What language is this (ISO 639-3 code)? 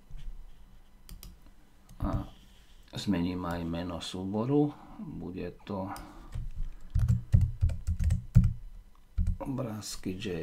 slk